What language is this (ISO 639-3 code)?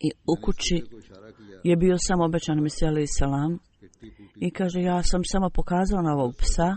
bos